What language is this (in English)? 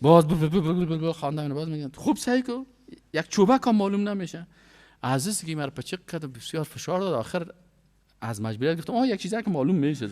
Persian